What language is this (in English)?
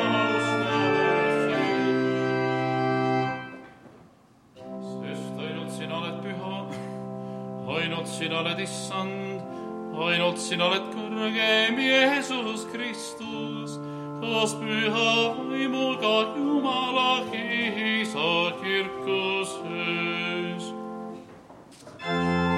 Estonian